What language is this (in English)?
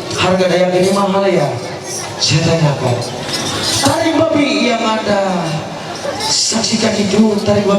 Ma'anyan